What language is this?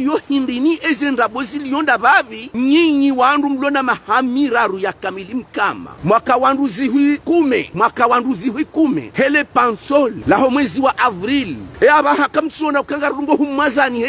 Ngazidja Comorian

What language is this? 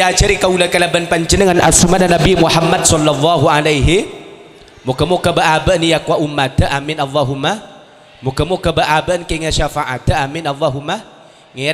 Madurese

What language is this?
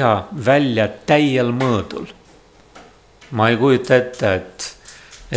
Estonian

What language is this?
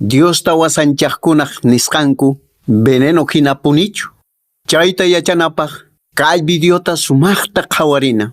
Quechua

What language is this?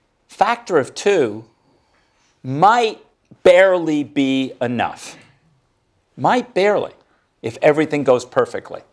English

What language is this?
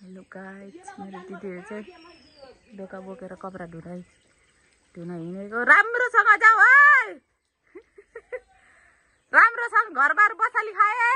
Nepali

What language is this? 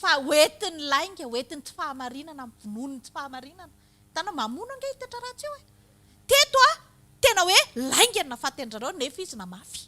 Malagasy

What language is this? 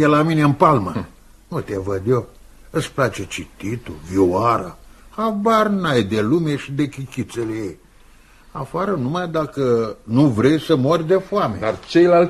Romanian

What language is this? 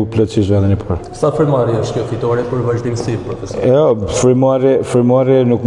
Albanian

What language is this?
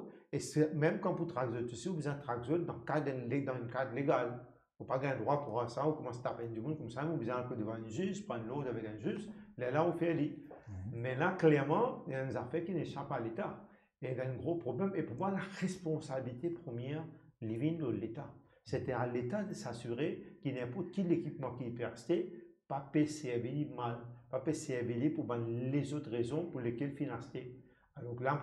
Morisyen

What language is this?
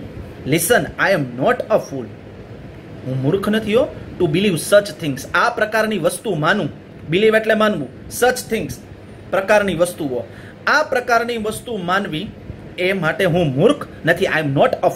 Gujarati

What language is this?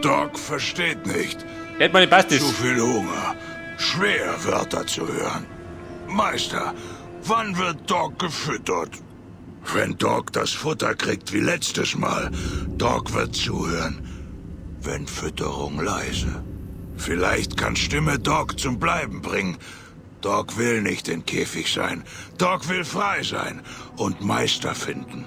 Bavarian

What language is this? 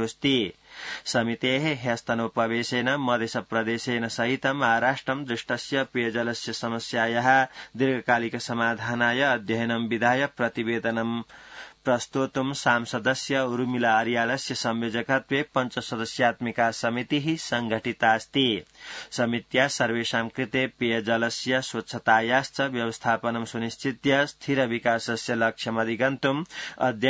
Sanskrit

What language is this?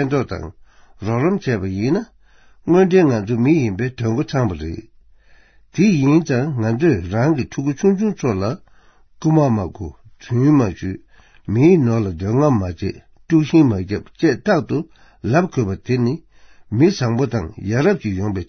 Tibetan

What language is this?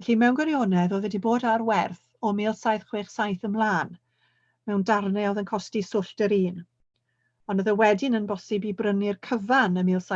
Welsh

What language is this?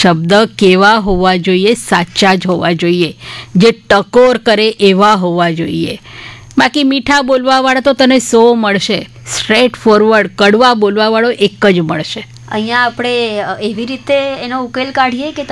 Gujarati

